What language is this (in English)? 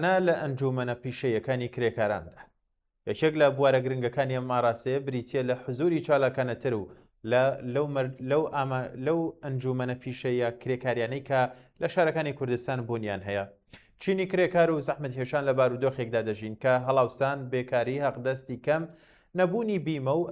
Central Kurdish